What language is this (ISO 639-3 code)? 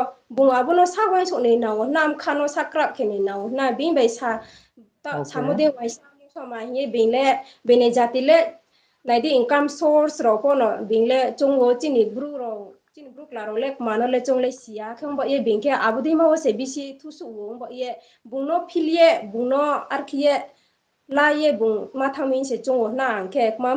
ria